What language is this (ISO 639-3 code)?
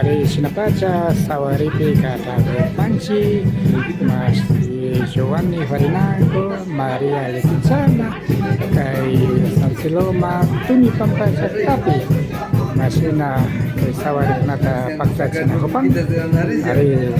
qvi